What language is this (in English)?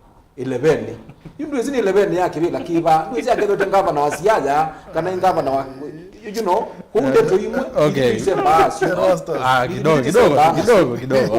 Kamba